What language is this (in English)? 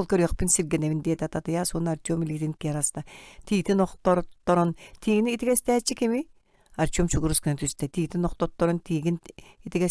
Yakut